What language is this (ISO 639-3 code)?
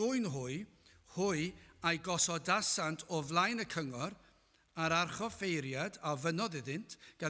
cym